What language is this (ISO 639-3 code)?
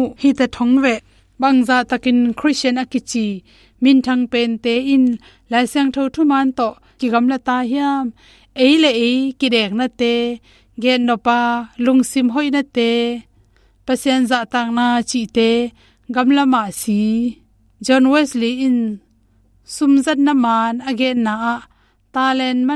ctd